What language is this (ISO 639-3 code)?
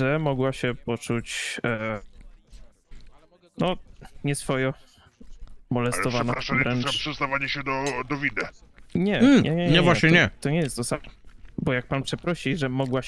pol